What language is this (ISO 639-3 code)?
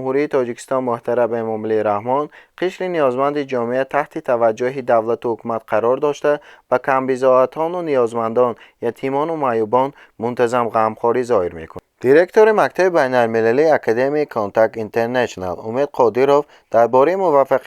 tgk